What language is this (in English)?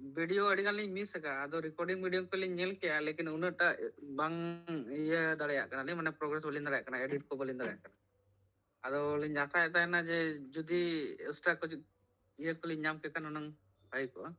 Santali